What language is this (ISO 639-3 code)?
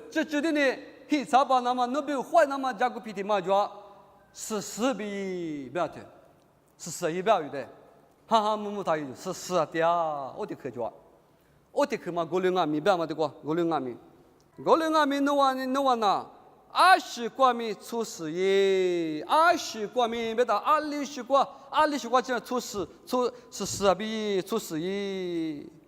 lis